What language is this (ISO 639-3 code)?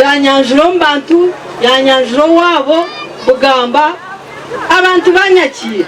nyn